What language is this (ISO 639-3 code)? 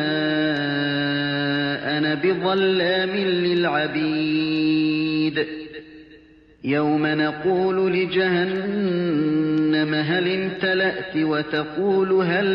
ara